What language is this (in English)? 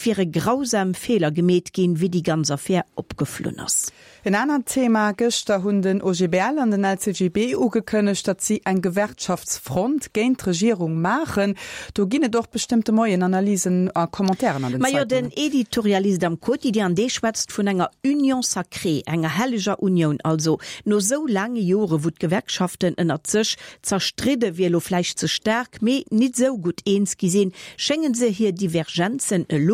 Luxembourgish